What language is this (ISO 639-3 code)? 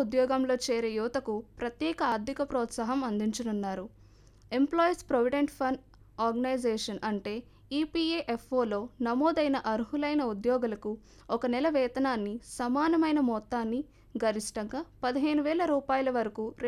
tel